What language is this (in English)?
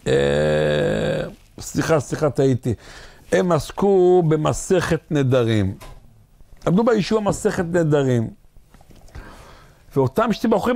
Hebrew